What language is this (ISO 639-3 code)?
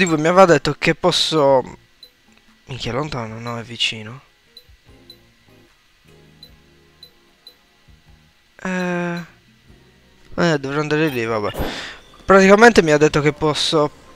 ita